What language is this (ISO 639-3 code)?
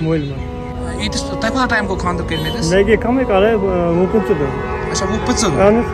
kas